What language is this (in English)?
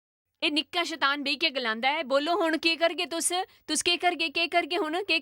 Dogri